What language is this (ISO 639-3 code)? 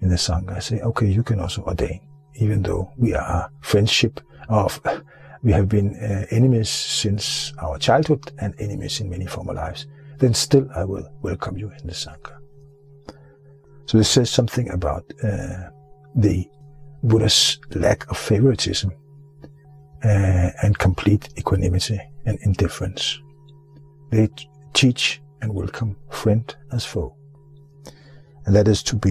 eng